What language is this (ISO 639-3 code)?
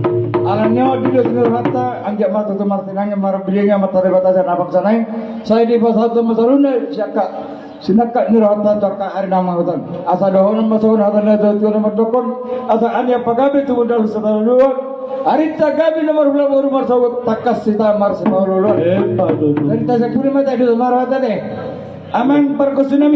bbc